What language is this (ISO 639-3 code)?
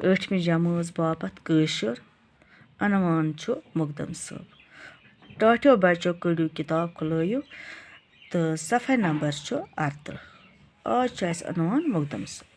kas